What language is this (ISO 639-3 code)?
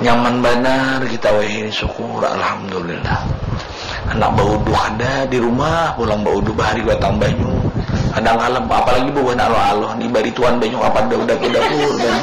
bjn